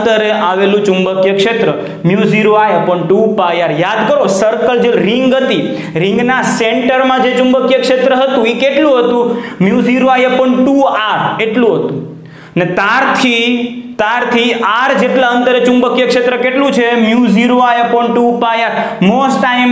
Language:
Gujarati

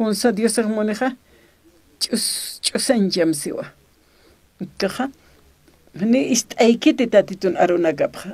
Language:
Aymara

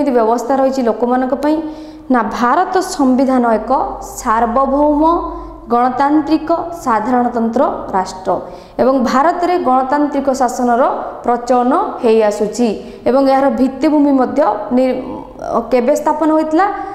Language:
Odia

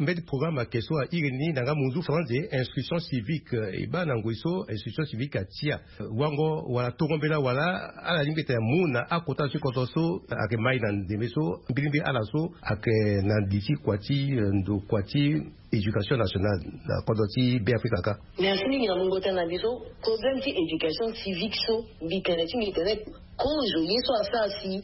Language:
Sango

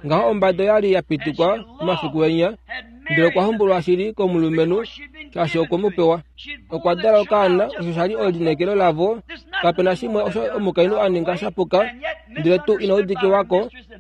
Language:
Kuanyama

